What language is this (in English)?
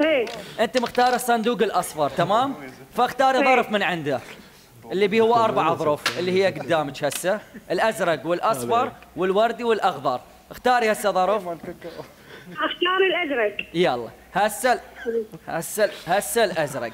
Mesopotamian Arabic